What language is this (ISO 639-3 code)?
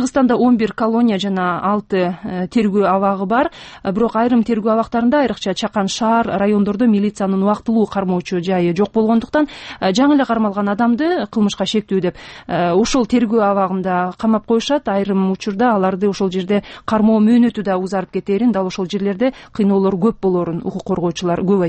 kir